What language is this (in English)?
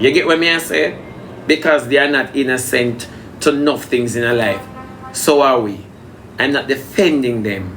Jamaican Creole English